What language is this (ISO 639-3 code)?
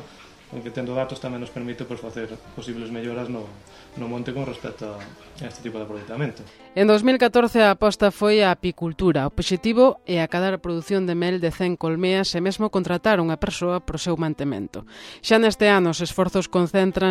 glg